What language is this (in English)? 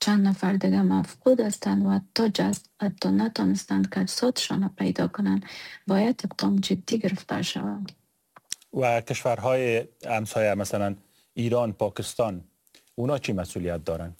Persian